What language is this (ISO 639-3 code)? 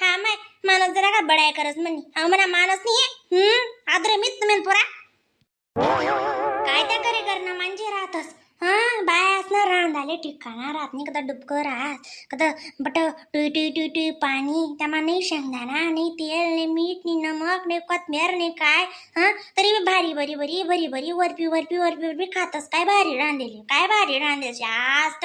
khn